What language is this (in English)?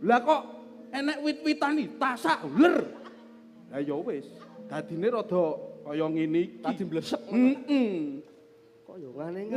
Javanese